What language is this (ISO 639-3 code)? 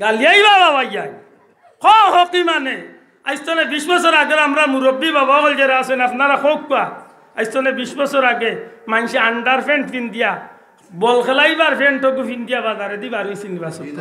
syl